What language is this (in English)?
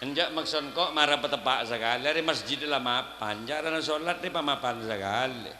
Madurese